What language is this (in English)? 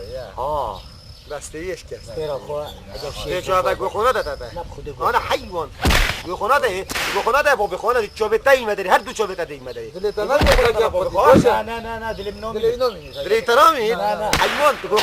Kurdish